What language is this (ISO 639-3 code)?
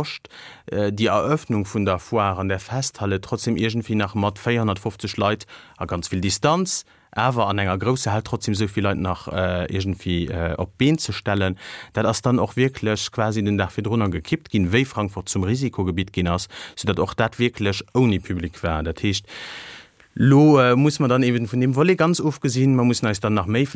ltz